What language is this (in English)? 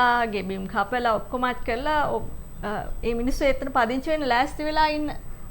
Sinhala